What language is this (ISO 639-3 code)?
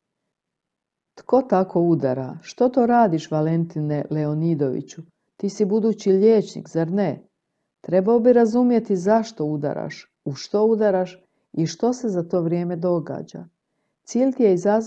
hrv